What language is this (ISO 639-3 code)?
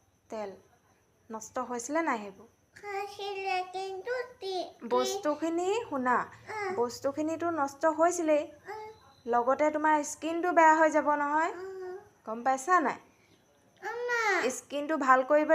asm